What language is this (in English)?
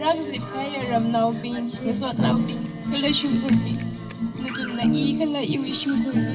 Tangkhul Naga (India)